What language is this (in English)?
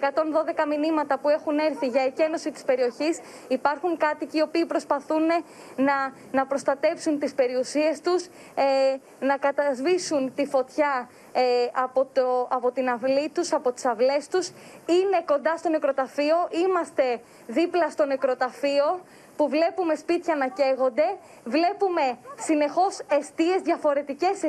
Greek